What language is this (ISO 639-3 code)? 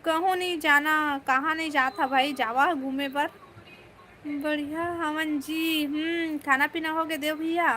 hne